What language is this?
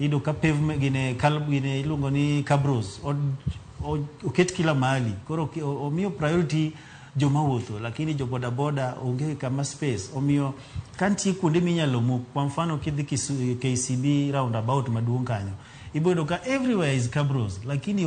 Luo (Kenya and Tanzania)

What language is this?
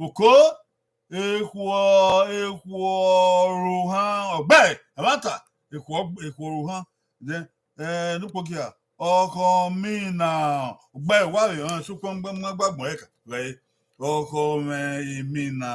Bini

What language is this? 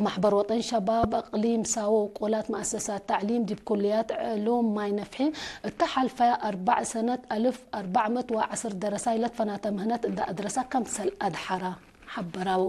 Tigre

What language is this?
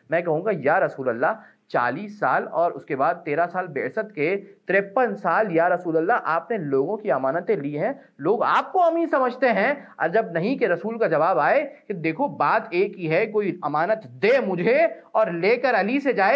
Urdu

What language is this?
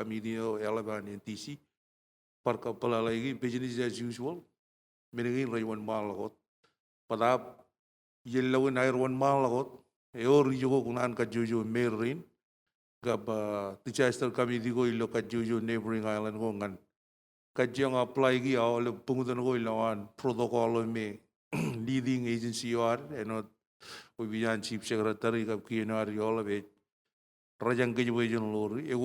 Marshallese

